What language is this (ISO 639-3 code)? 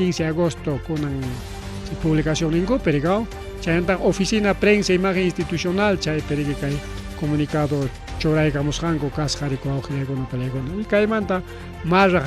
quy